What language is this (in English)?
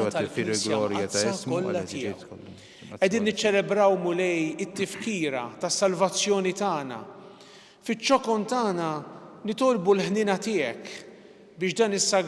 Maltese